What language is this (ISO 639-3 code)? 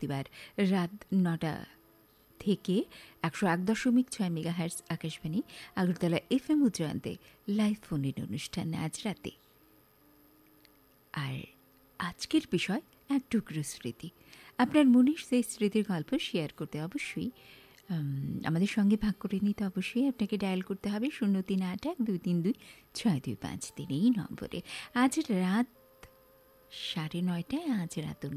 ben